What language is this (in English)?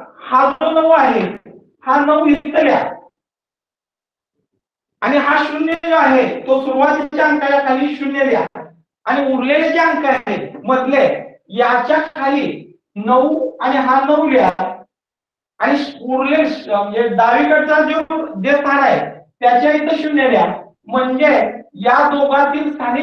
Marathi